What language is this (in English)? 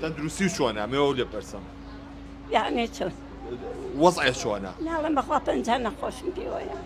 Central Kurdish